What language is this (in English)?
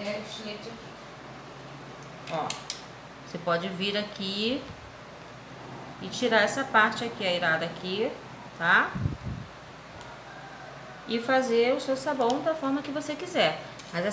Portuguese